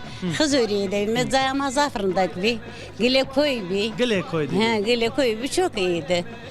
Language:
Zaza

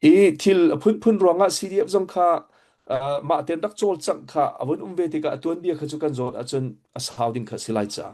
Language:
Hakha Chin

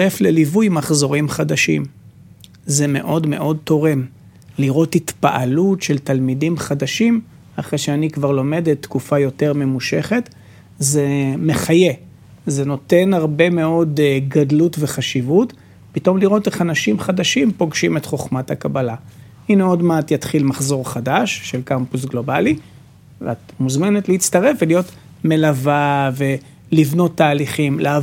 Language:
Hebrew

